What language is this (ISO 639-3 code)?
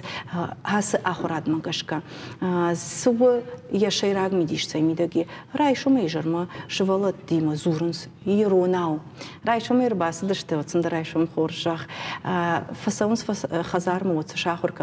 oss